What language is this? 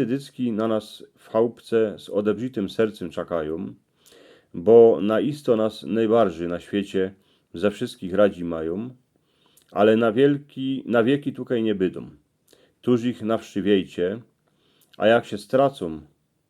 Silesian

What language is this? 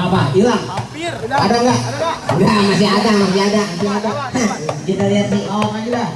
Betawi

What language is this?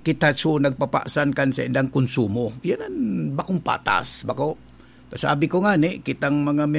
Bikol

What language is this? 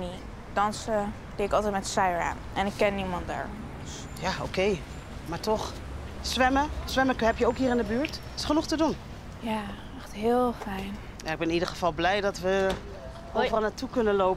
Dutch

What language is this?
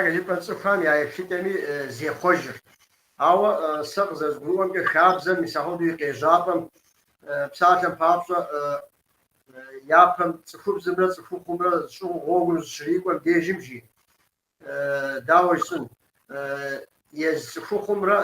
Kabardian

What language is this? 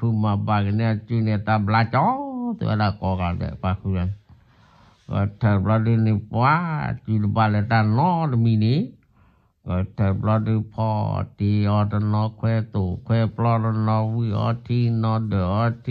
S'gaw Karen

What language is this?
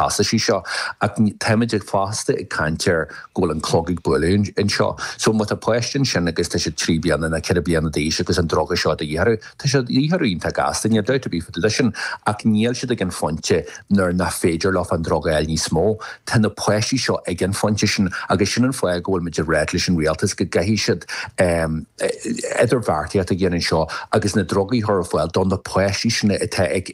Irish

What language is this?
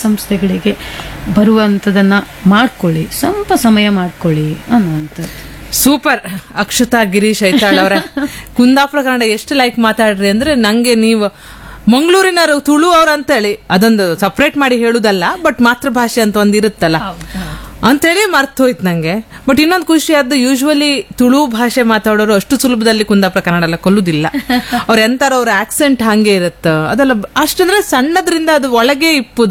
Kannada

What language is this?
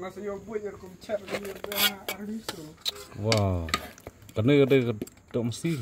Khasi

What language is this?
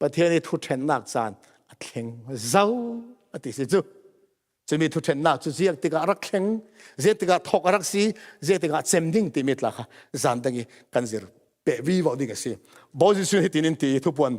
Falam Chin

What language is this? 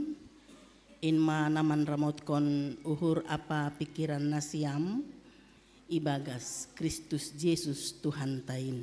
Batak Simalungun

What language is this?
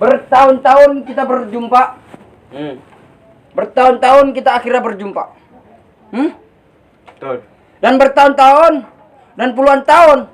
Betawi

